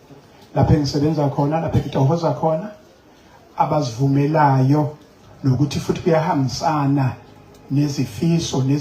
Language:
Zulu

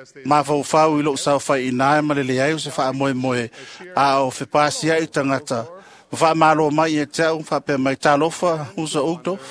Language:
Samoan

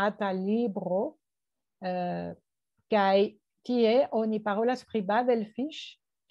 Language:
Esperanto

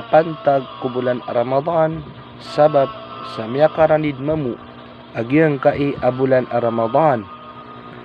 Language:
Maranao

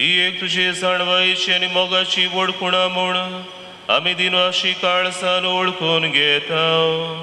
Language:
Konkani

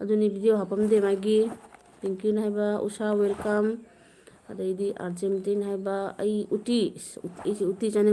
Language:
Manipuri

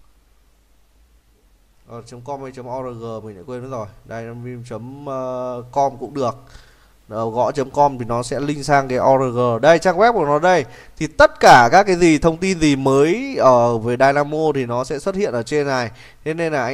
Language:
Vietnamese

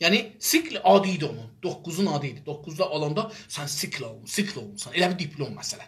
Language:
South Azerbaijani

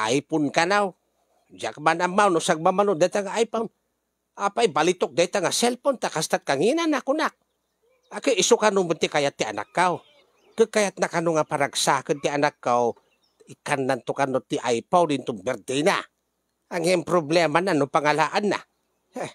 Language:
Iloko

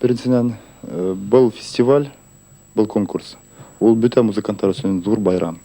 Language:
Bashkir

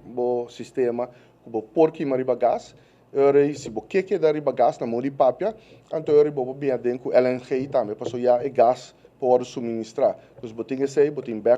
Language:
Papiamento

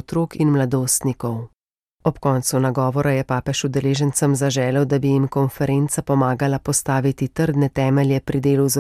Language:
Slovenian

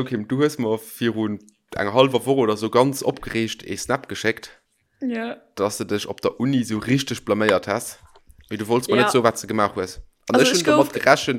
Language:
Luxembourgish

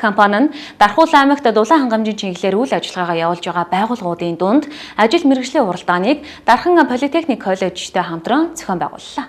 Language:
Mongolian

